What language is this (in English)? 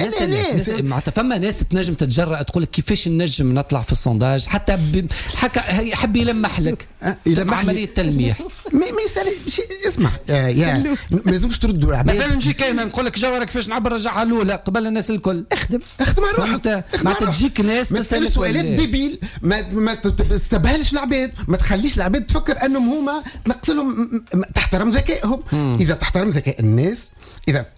Tunisian Arabic